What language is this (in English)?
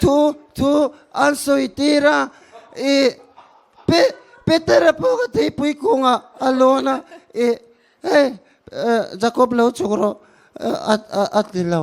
Mizo